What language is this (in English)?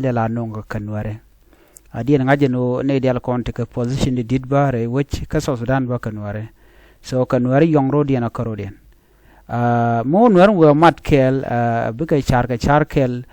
Nuer